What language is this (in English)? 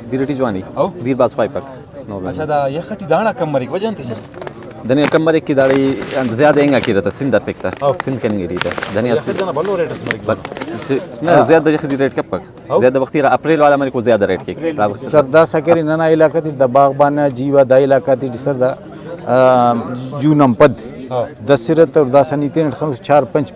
Brahui